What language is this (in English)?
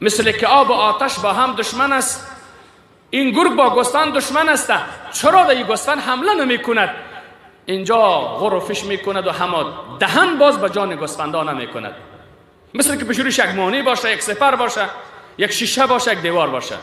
Persian